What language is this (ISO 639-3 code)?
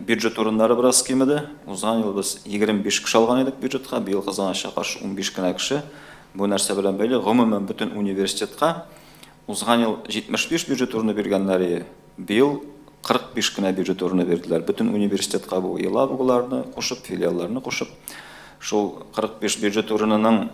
tat